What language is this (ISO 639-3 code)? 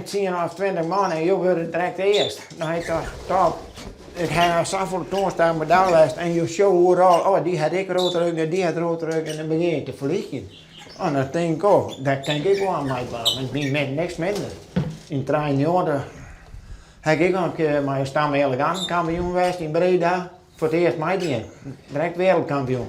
fry